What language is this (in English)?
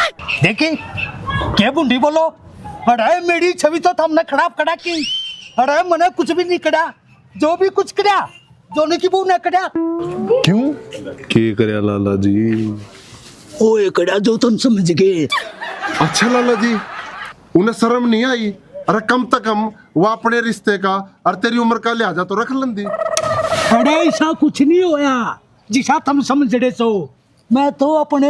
Haryanvi